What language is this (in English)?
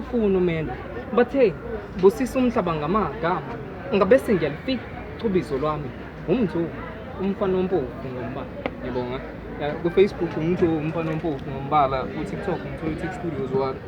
Zulu